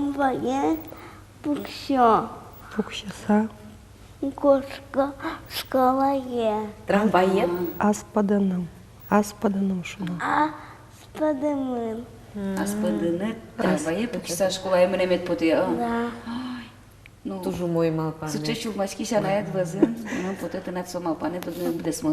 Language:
Udmurt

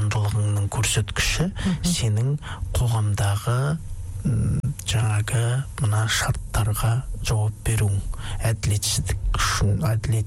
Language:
Kazakh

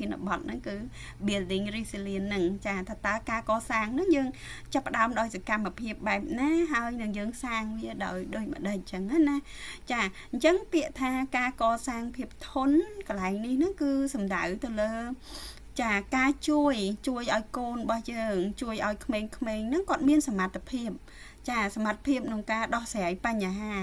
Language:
Khmer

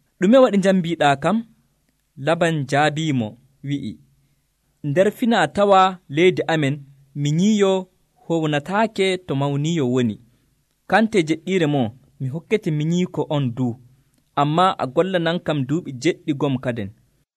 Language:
Nigerian Fulfulde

